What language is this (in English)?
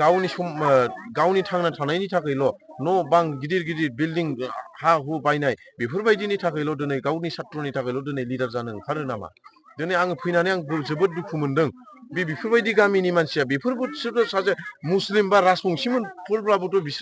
Bodo